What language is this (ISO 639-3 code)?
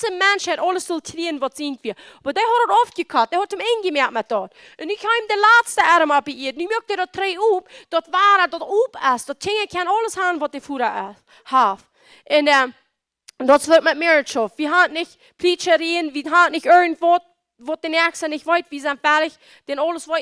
pdt